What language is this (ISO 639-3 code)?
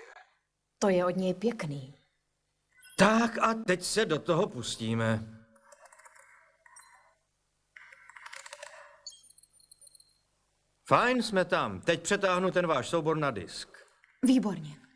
ces